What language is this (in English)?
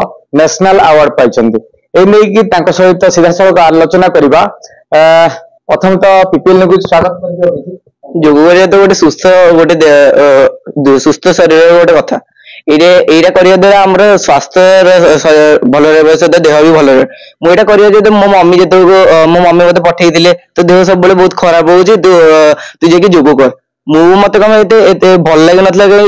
Odia